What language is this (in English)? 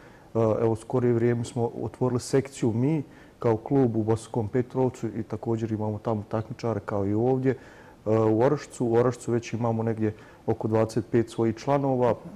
Bosnian